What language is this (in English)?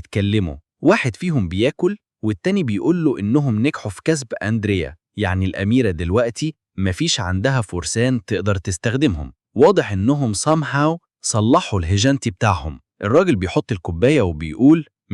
Egyptian Arabic